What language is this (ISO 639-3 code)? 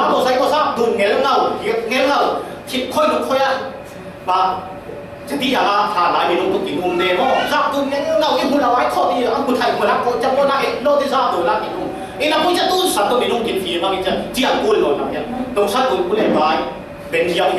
cfm